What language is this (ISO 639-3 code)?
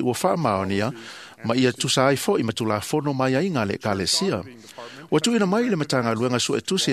smo